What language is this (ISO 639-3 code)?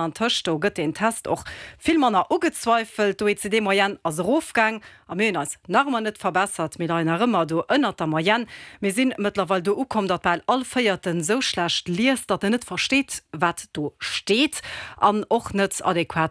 ltz